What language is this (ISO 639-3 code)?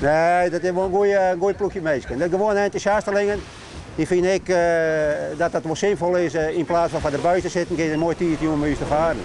fry